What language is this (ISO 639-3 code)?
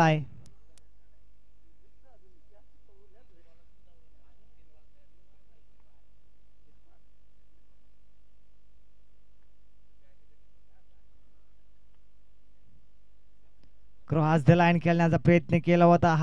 mar